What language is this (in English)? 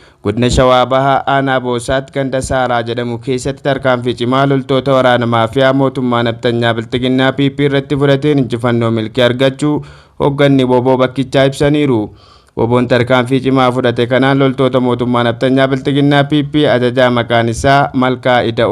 Oromo